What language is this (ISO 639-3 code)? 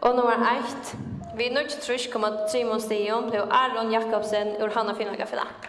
fao